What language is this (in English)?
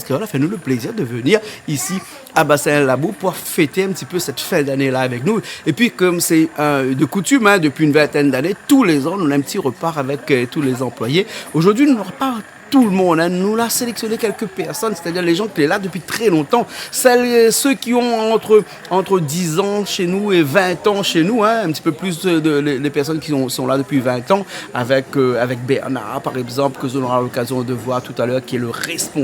Réunion Creole French